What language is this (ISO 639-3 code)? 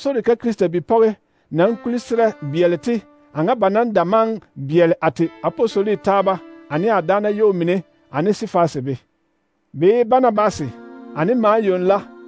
dga